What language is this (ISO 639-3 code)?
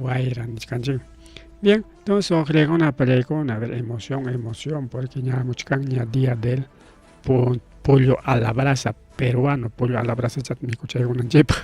quy